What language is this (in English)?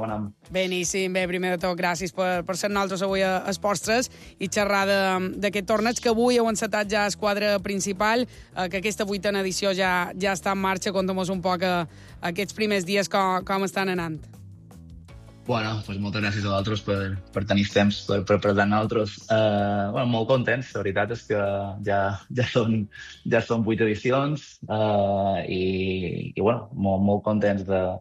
Catalan